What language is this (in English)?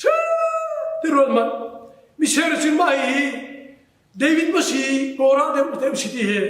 Hakha Chin